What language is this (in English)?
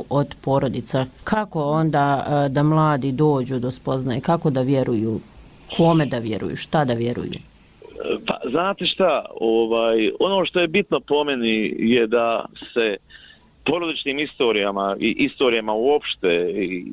Bosnian